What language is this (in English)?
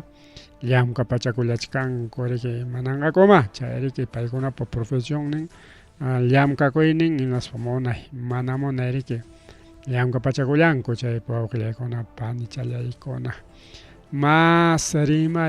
Ayacucho Quechua